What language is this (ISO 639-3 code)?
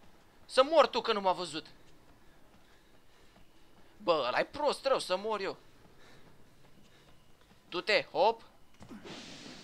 ron